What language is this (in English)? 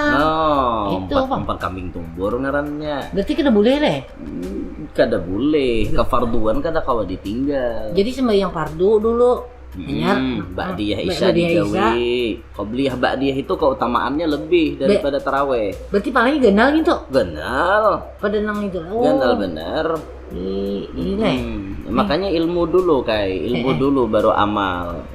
Banjar